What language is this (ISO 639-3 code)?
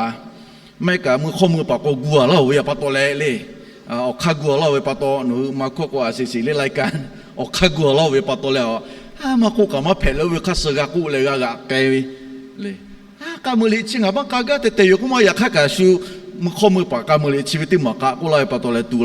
lhu